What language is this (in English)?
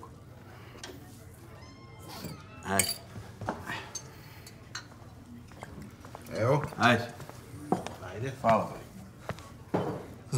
Serbian